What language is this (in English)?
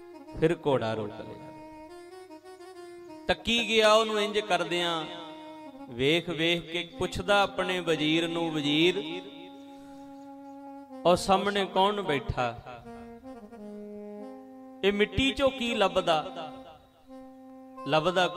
Punjabi